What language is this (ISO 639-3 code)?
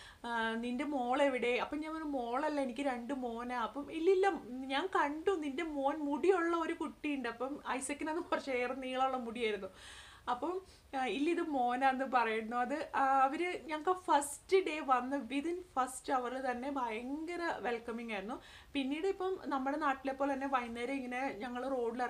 mal